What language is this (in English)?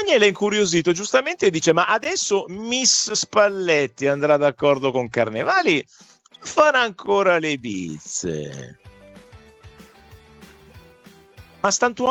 Italian